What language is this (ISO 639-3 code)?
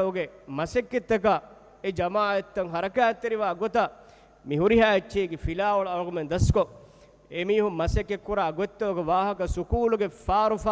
div